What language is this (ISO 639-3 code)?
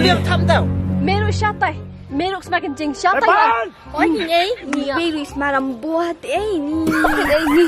kha